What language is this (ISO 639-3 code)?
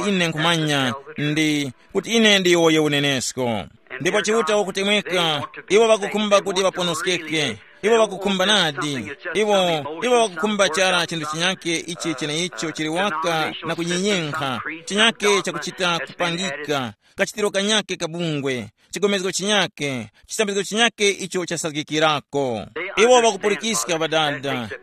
tum